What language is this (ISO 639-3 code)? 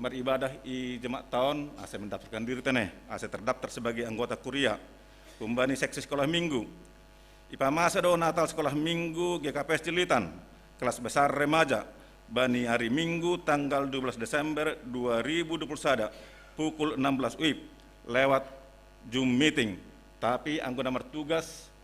bts